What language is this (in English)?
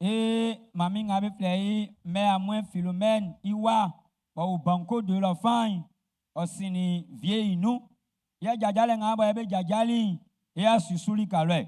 Baoulé